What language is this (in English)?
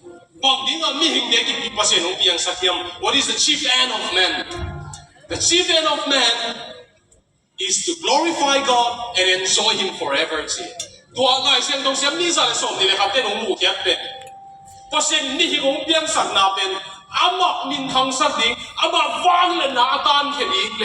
Tedim Chin